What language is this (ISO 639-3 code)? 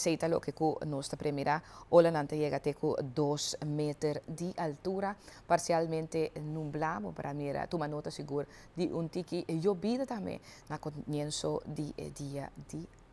pap